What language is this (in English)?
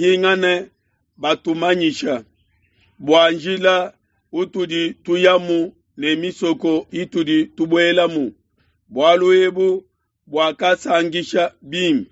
Luba-Lulua